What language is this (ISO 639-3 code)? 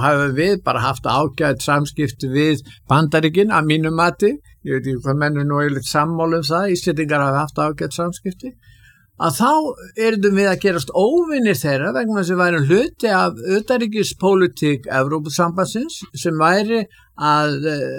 isl